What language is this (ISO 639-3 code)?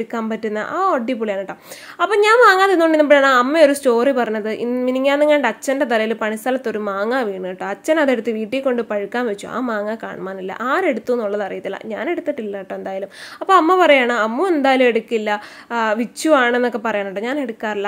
mal